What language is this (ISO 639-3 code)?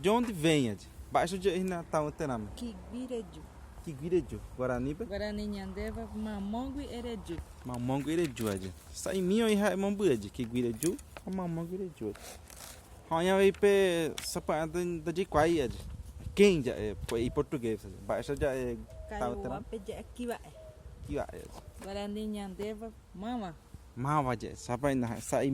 grn